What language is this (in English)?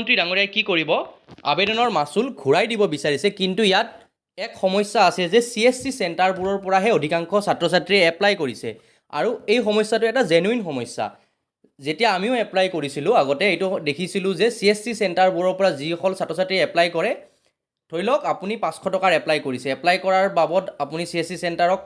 Assamese